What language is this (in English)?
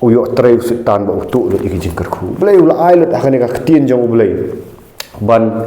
Khasi